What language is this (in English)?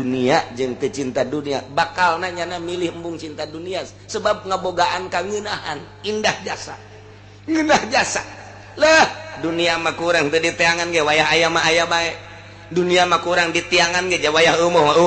Sundanese